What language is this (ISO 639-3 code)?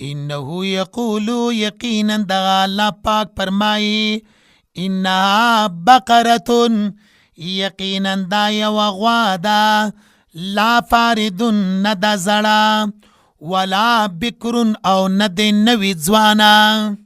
pus